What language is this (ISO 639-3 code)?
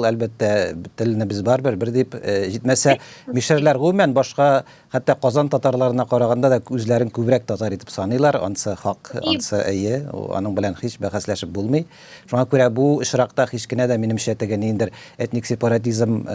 tat